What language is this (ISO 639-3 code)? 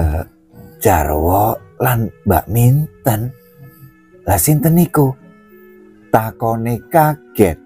jav